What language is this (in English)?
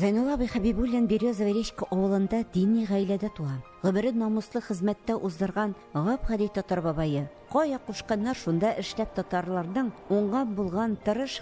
Tatar